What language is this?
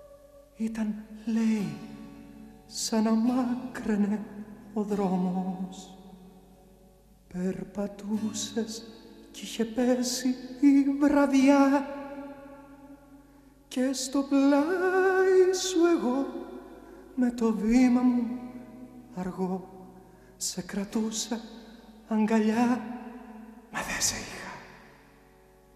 Greek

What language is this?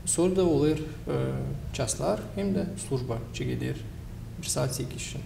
Gagauz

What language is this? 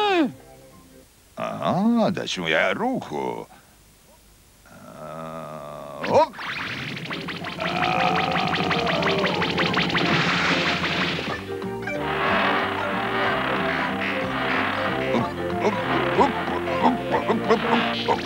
Croatian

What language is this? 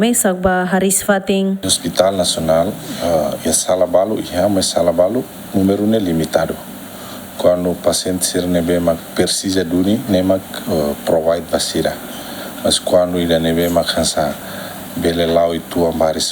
Tetum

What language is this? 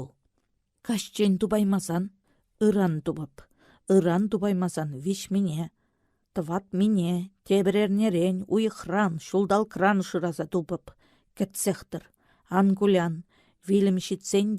Chuvash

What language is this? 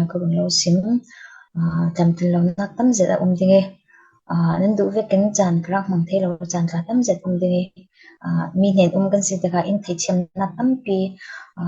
Falam Chin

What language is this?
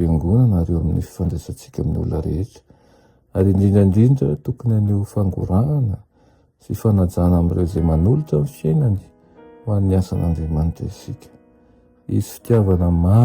Malagasy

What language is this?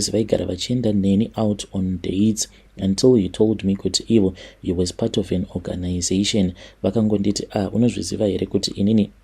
Shona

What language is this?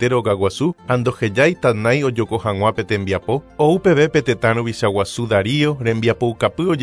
Guarani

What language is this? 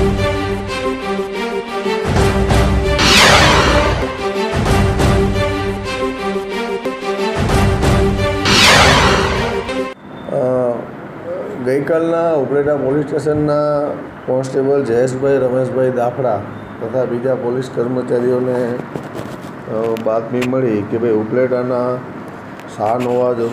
Gujarati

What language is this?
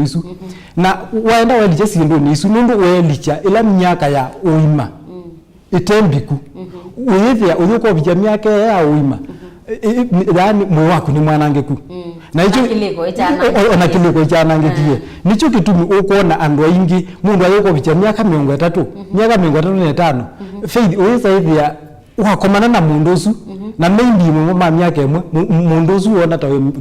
Kamba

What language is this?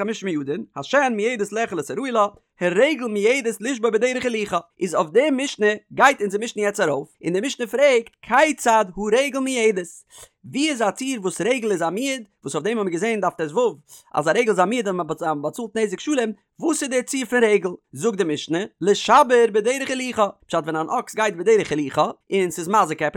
Yiddish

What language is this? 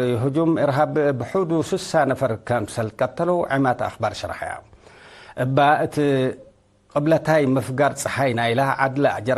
Tigre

